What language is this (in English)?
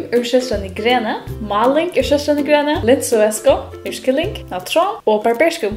Faroese